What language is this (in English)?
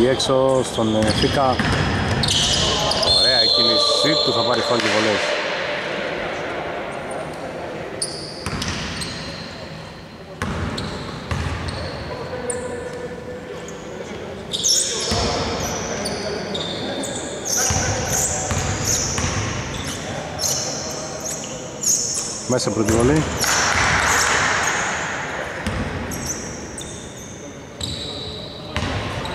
Greek